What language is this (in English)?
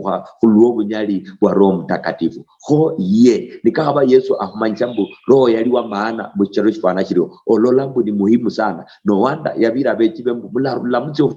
Luyia